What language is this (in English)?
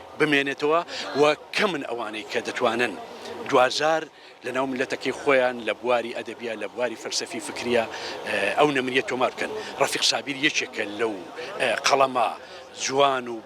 Central Kurdish